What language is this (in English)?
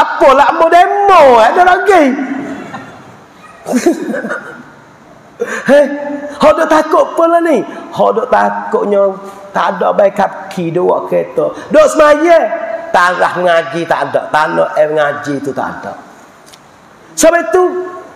Pattani Malay